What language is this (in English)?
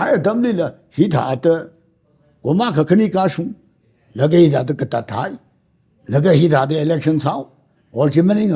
Tangkhul Naga (India)